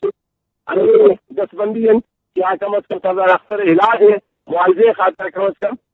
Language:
Eastern Balochi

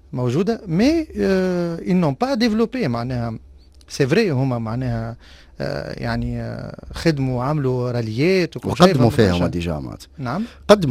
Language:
Tunisian Arabic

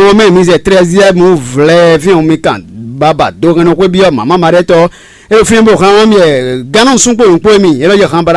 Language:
Fon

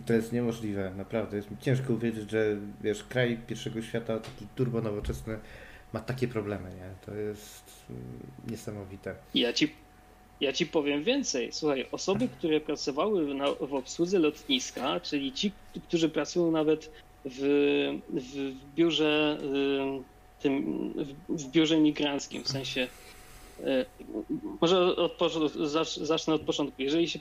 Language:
Polish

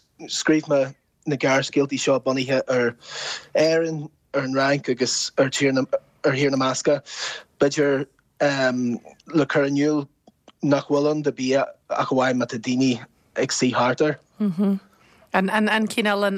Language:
Irish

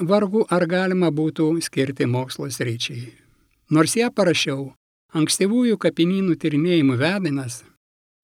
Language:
Lithuanian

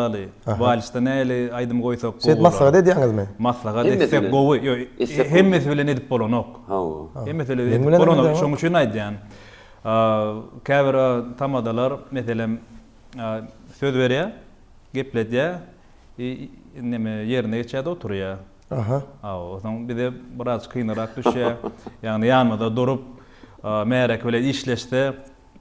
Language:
Turkmen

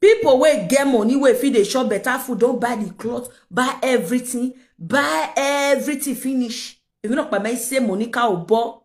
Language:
Nigerian Pidgin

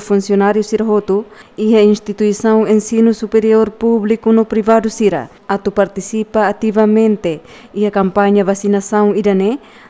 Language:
Tetum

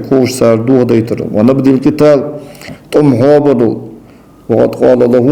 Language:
Ingush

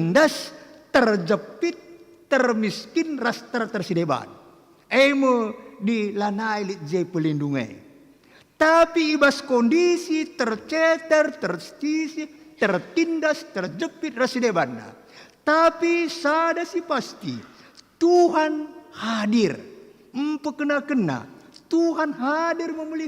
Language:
Batak Karo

